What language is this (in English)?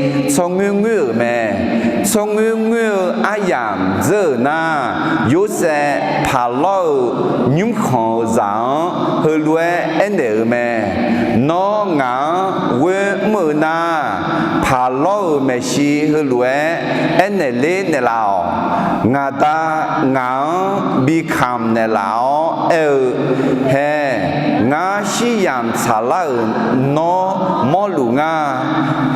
Akha